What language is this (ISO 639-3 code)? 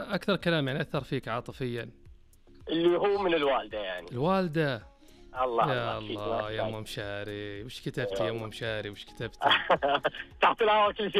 ars